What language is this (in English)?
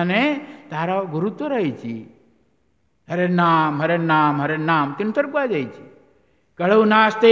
Odia